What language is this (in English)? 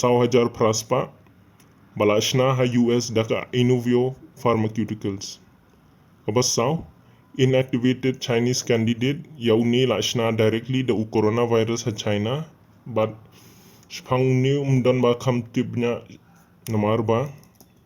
Khasi